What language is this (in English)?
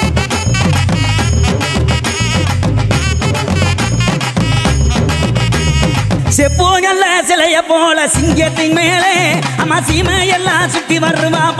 Tamil